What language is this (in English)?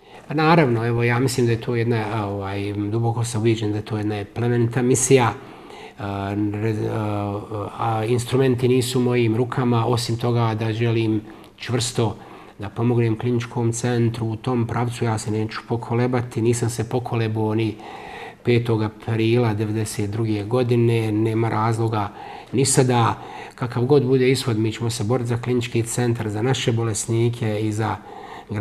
Bosnian